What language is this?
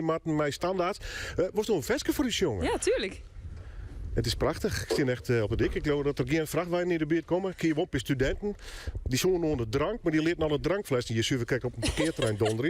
Western Frisian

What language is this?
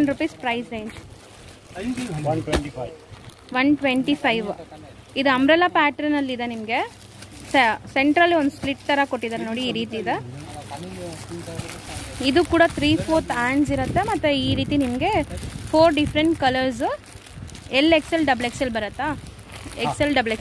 Kannada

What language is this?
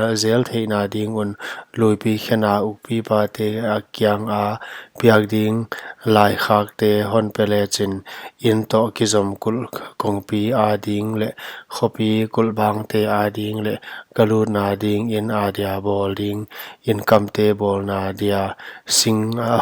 Paite Chin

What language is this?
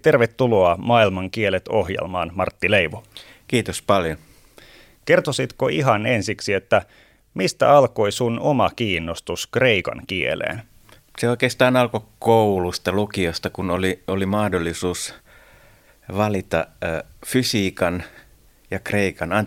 Finnish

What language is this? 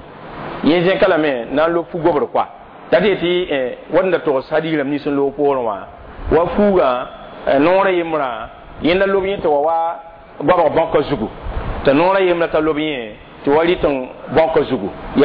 Mossi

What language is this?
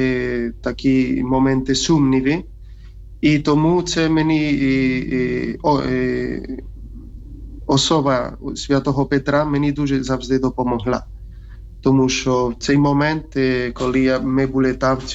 Ukrainian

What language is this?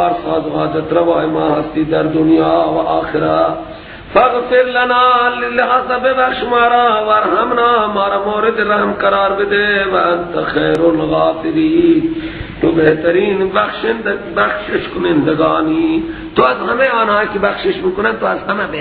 Persian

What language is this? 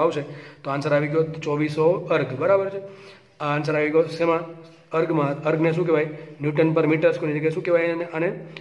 Gujarati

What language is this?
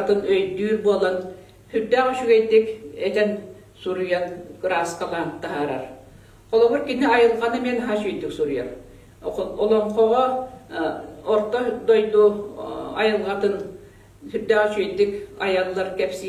Yakut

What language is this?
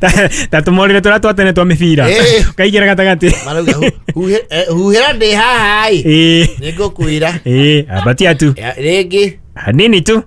Kikuyu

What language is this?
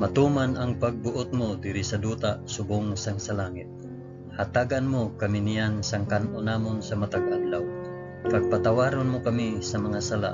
Hiligaynon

